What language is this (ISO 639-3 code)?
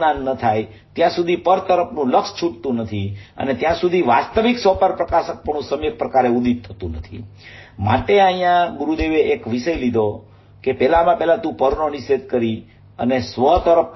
guj